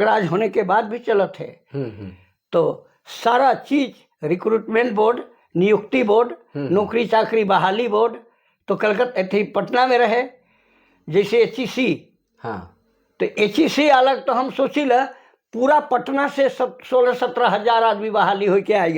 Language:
Sadri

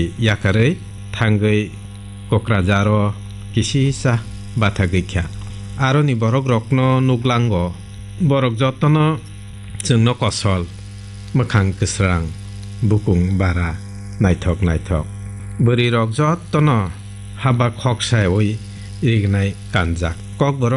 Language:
Kok Borok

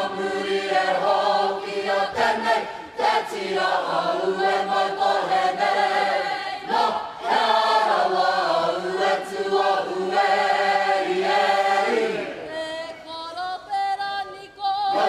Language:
Māori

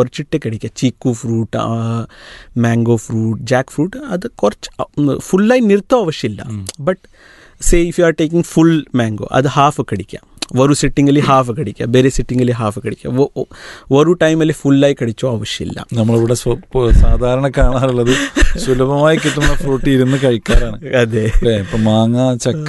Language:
Malayalam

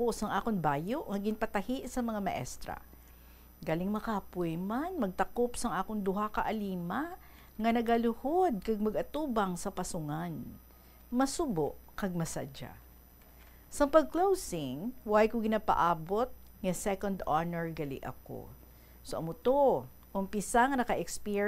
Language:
Hiligaynon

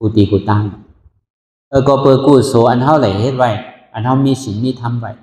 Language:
Shan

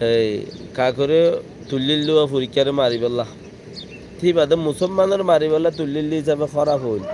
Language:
Rohingya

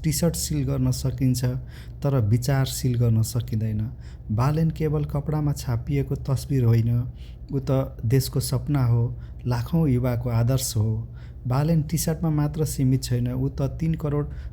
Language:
Nepali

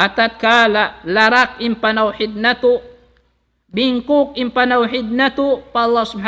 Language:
Tausug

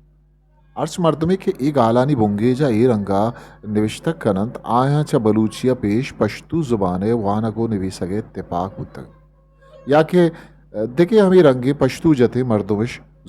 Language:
Eastern Balochi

